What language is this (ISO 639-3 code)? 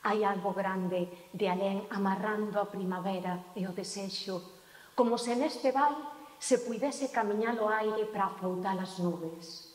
glg